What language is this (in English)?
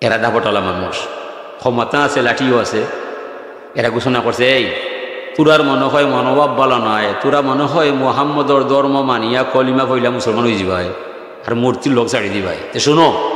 Sylheti